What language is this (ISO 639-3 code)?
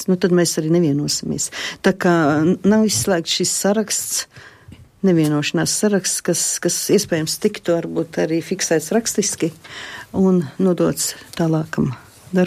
lav